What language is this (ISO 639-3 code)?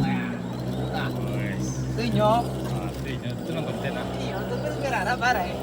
min